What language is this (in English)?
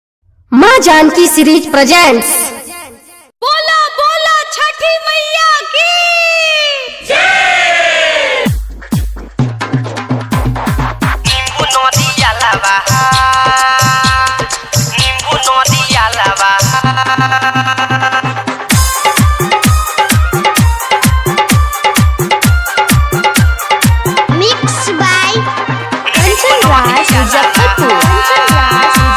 Bhojpuri